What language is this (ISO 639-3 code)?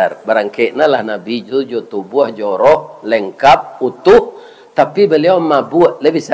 min